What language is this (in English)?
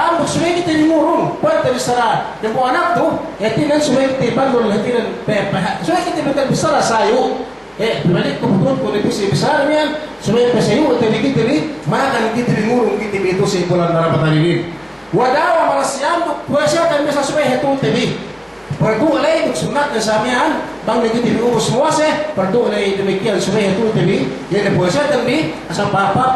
Yakan